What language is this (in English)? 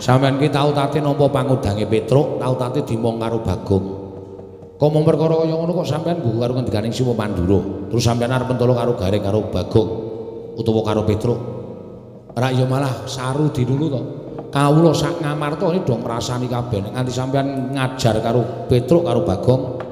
Javanese